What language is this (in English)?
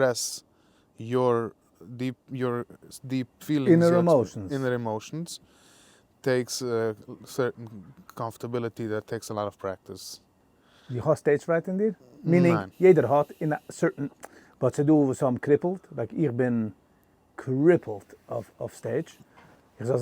Yiddish